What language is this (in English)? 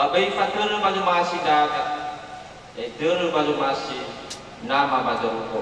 Nias